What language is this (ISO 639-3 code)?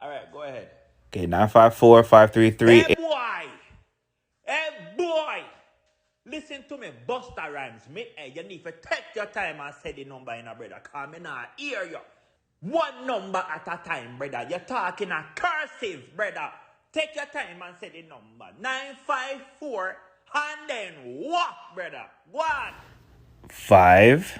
jam